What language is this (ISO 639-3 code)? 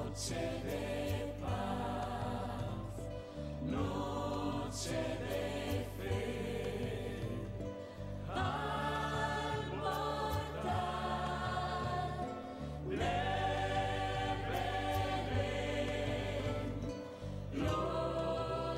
spa